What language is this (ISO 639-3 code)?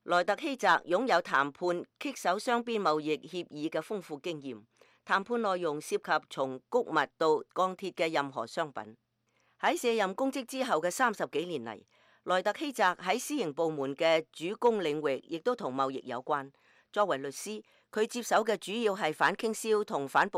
yue